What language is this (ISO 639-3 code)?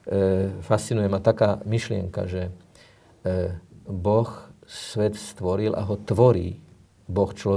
slk